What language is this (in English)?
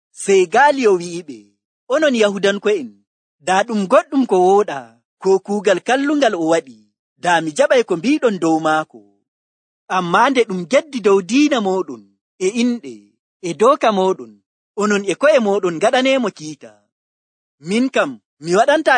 Nigerian Fulfulde